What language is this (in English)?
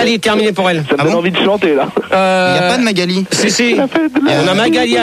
French